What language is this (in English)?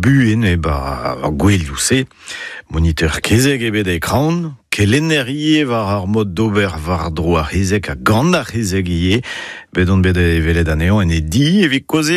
Breton